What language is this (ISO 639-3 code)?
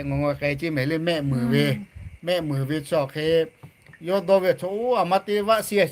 lhu